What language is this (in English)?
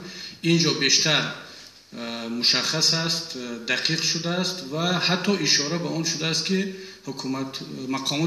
Tajik